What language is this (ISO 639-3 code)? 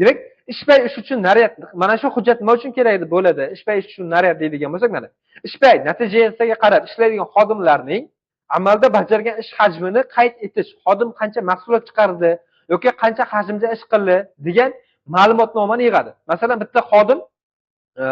uzb